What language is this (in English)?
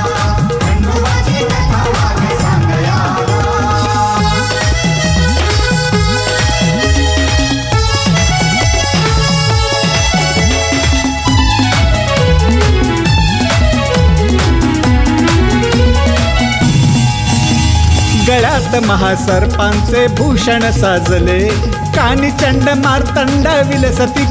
Marathi